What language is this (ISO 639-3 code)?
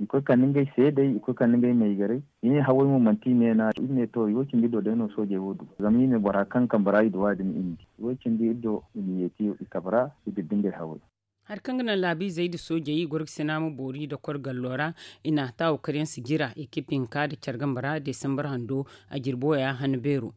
dje